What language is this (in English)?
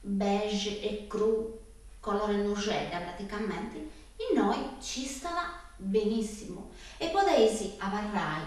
Sardinian